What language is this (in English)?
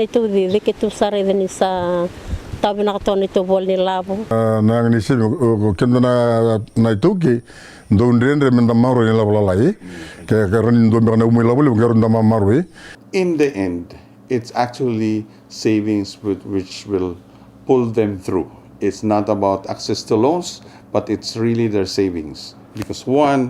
Fijian